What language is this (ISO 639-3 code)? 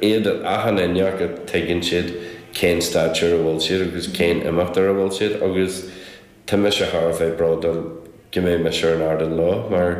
gle